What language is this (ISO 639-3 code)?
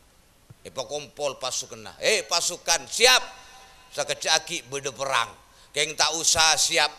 mad